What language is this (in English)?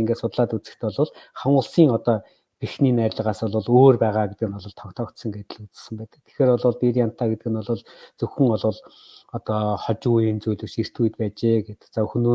Mongolian